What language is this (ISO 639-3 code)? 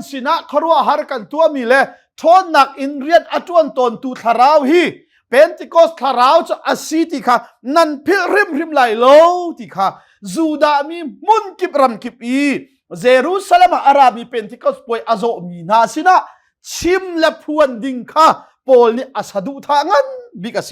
cnh